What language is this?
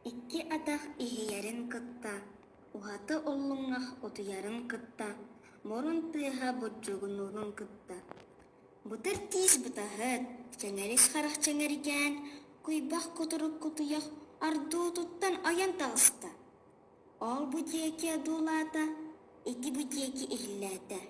Yakut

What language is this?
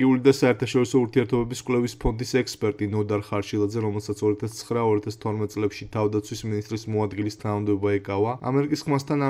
Georgian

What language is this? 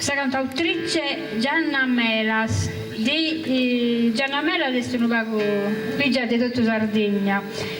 Sardinian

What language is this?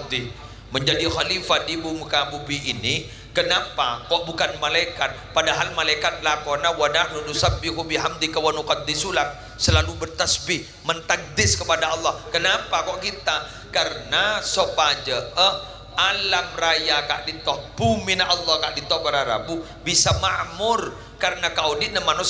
Madurese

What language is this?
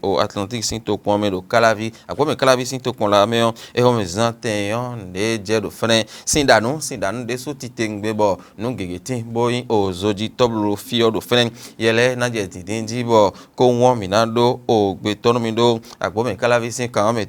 Fon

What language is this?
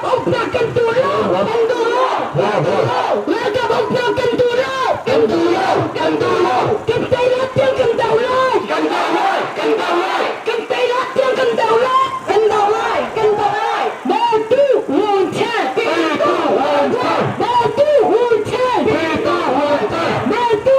Hakha Chin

